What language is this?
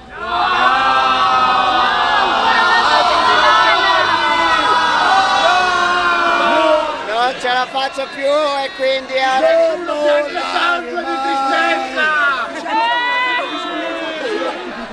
Italian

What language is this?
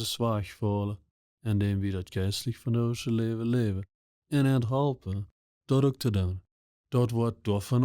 Plautdietsch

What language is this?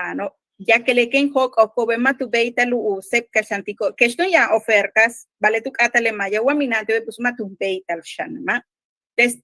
Yucateco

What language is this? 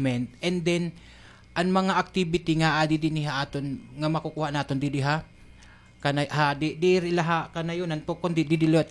Waray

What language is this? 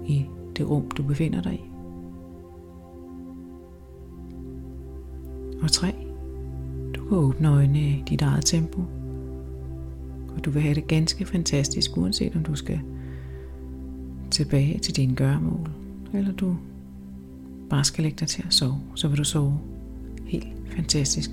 Danish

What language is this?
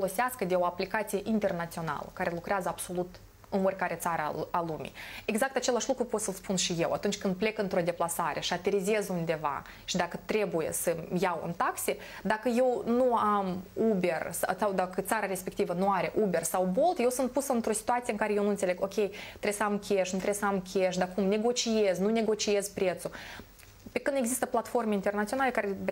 Romanian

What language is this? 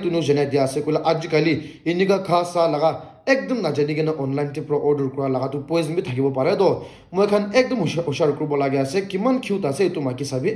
Naga Pidgin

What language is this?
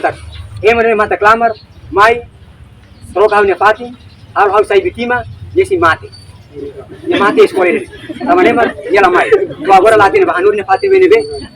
Tetum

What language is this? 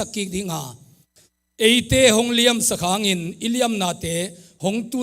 Tedim Chin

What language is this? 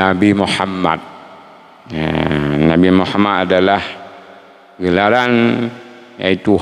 Achinese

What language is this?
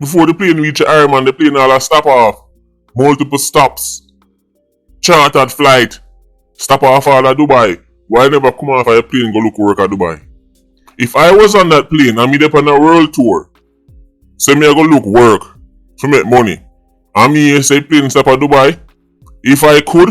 Jamaican Creole English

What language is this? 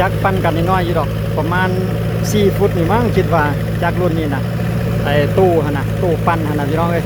Lao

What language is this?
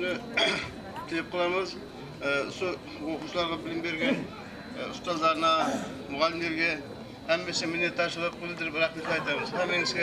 Kara-Kalpak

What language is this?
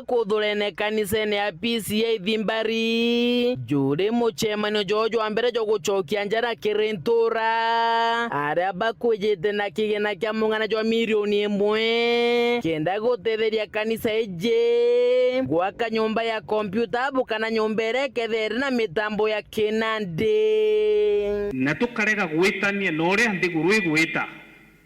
Meru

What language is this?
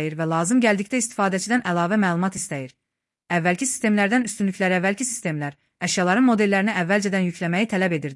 Azerbaijani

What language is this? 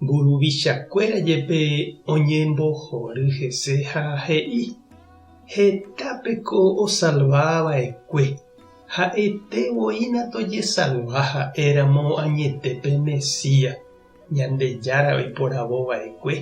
Guarani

